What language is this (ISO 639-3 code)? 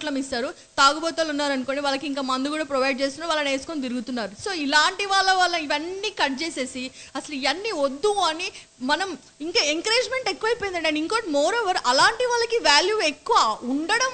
tel